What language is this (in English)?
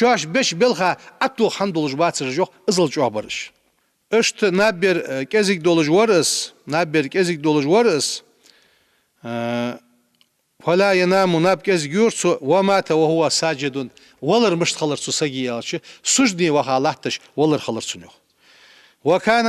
Ingush